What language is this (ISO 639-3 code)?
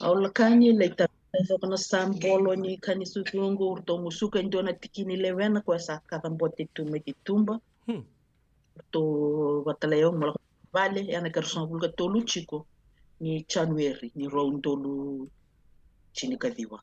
fij